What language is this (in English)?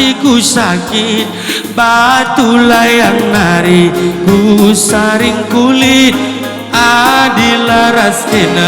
Batak Karo